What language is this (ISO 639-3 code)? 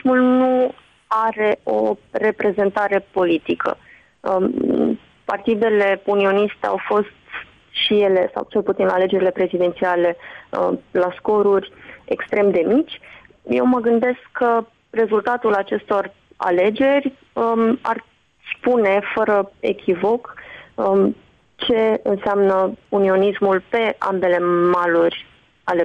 ron